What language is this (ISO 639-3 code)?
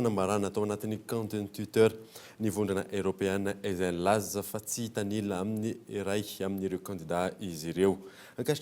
mlg